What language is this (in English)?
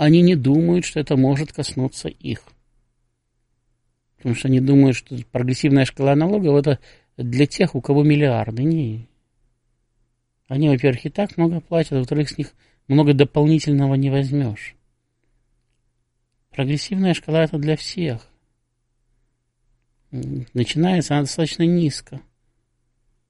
Russian